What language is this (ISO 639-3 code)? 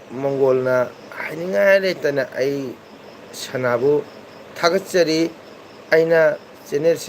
mni